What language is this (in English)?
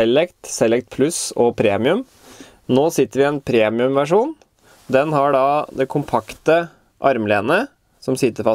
Norwegian